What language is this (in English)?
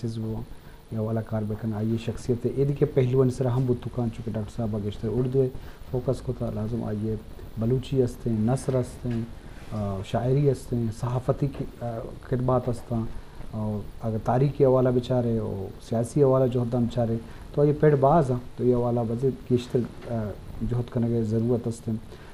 Eastern Balochi